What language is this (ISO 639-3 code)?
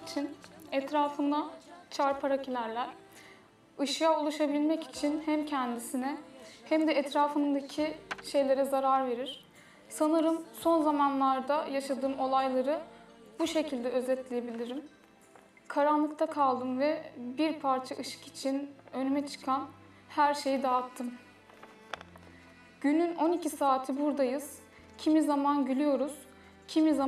tur